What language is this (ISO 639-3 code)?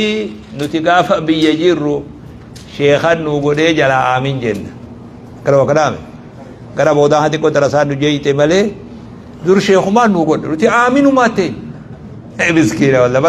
orm